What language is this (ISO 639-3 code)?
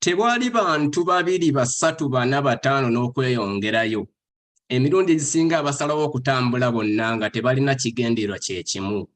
lug